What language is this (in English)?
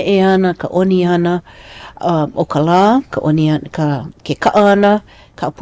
Hawaiian